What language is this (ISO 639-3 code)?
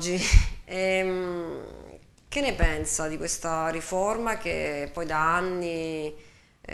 ita